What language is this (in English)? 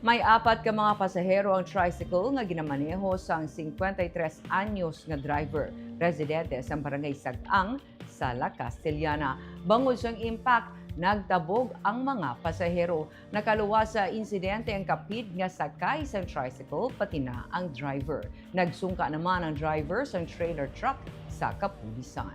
Hiligaynon